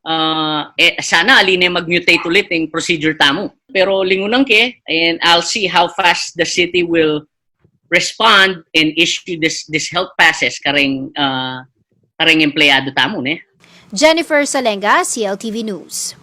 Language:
Pampanga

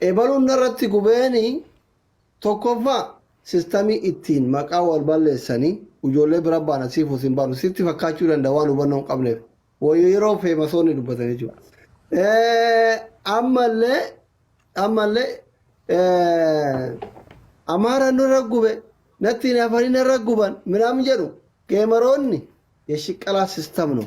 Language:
Oromo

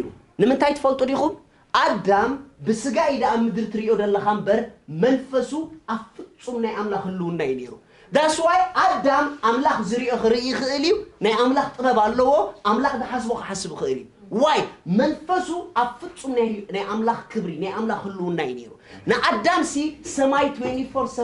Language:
Tigrinya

